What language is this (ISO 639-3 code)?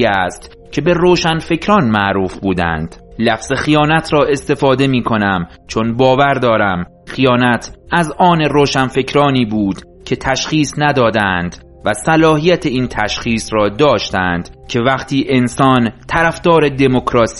fas